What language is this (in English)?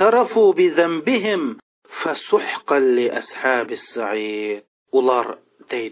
Uyghur